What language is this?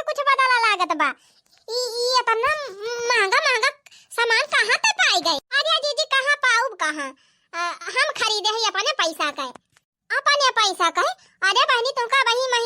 Awadhi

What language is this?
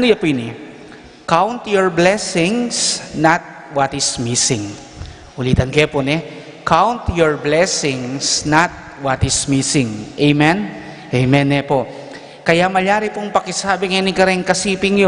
Pampanga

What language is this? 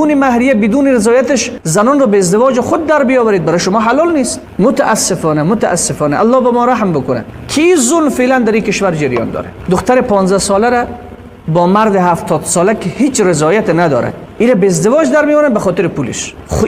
Persian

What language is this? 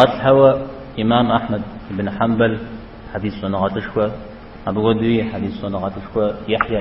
Kabardian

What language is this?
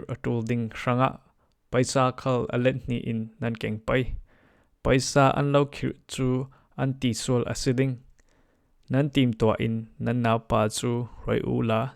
Falam Chin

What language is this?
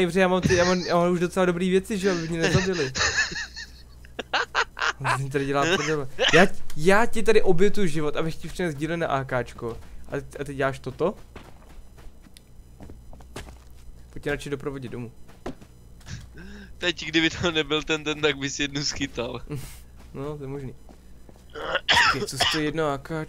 Czech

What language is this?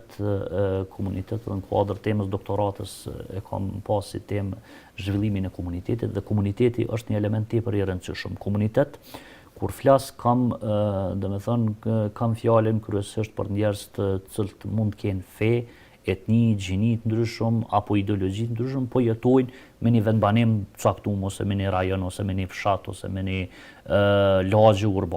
Albanian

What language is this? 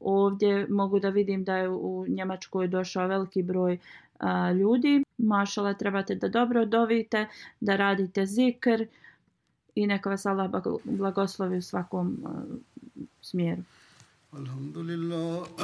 Bosnian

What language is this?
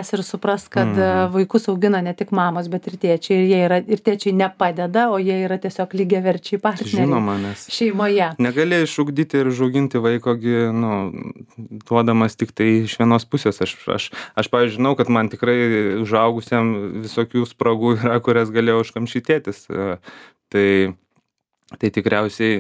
Lithuanian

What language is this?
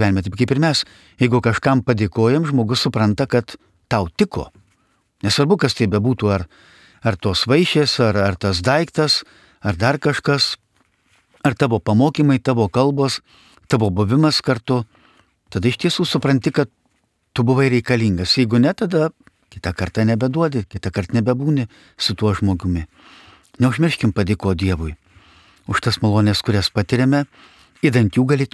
Lithuanian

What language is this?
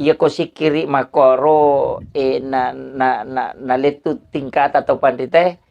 Buginese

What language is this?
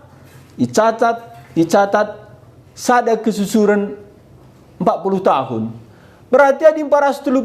Batak Karo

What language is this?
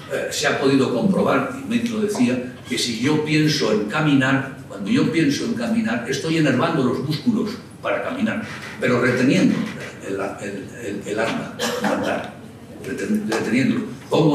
Spanish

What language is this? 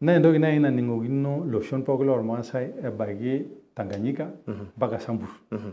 Masai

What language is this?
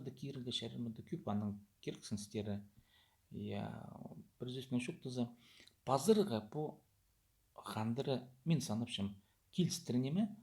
Khakas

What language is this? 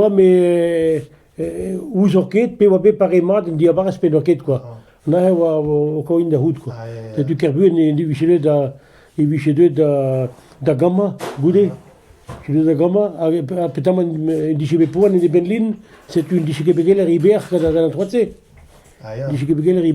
Breton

